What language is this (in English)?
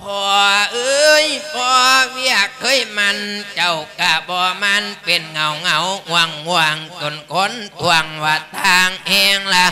Lao